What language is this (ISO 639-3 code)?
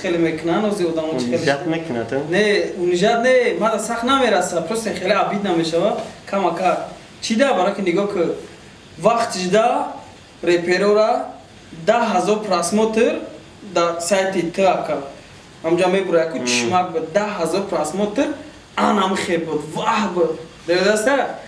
tgk